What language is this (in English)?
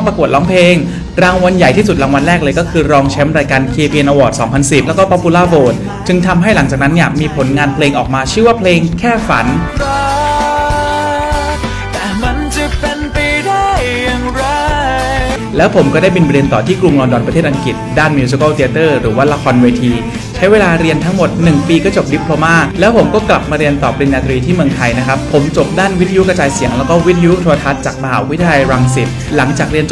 Thai